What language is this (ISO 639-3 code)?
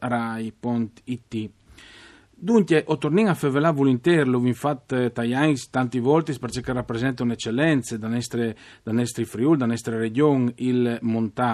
fur